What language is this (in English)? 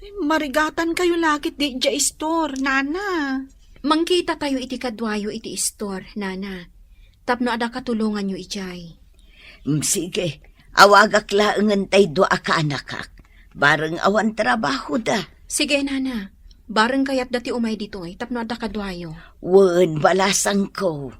Iloko